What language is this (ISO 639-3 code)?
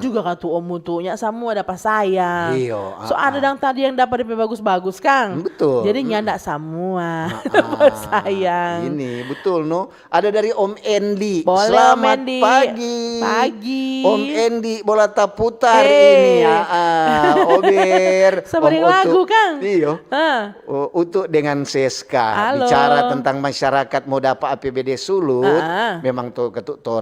xmm